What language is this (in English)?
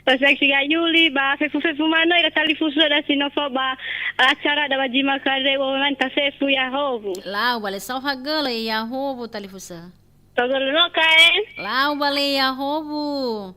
Nias